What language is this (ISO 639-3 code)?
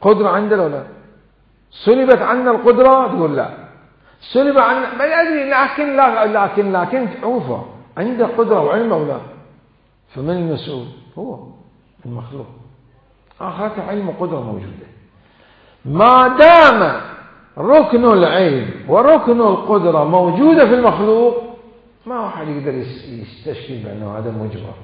acm